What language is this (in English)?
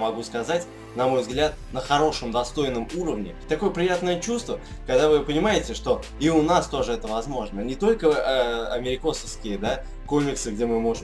Russian